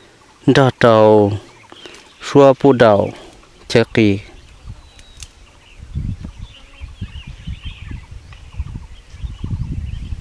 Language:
Vietnamese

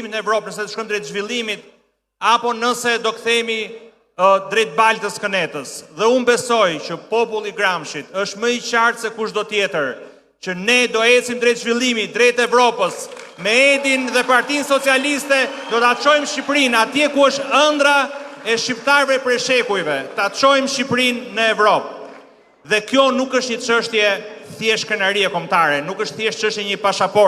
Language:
Albanian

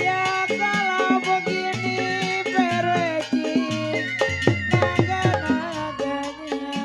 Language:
Betawi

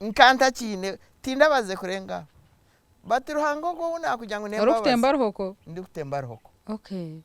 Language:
Nyankole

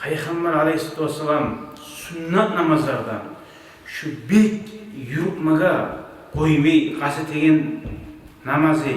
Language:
Kumyk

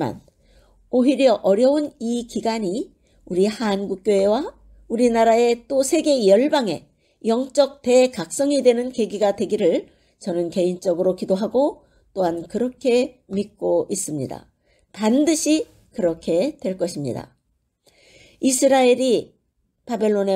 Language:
Korean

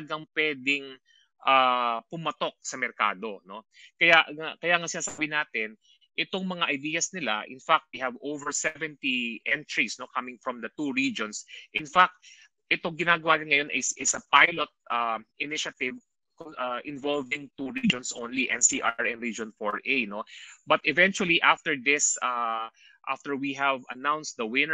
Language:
Filipino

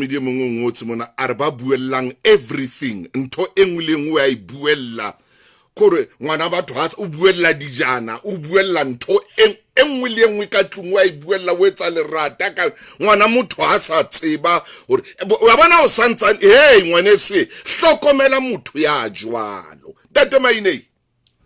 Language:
Southern Sotho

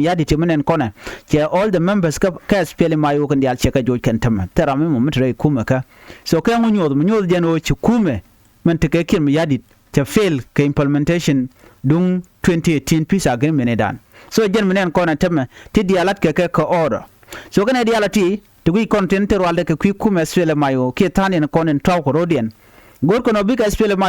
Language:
Nuer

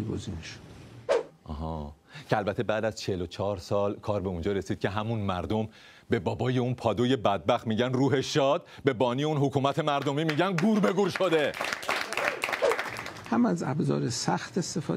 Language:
Persian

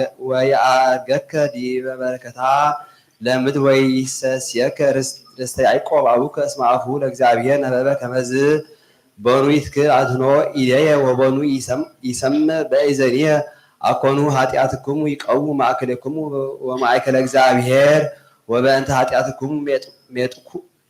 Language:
Geez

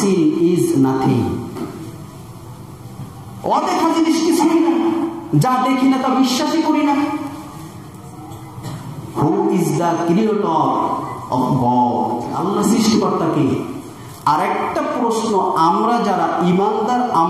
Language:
Bangla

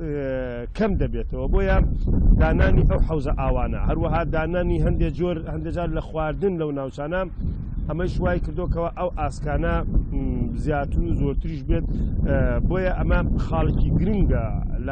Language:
Central Kurdish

